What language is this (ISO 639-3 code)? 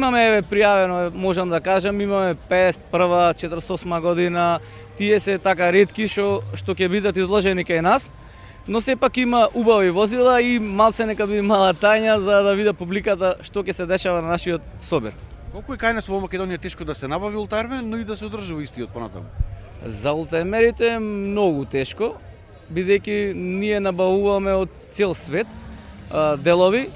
mkd